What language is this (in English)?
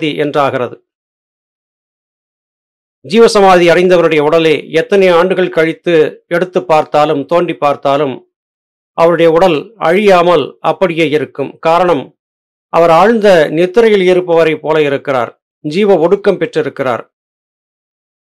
Tamil